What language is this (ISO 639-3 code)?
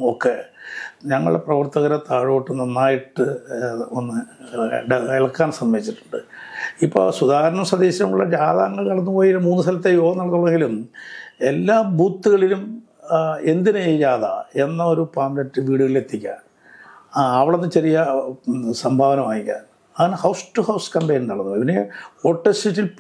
mal